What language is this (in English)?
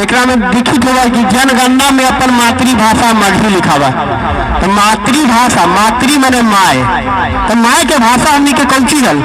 Magahi